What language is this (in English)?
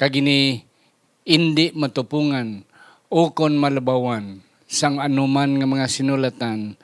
Hiligaynon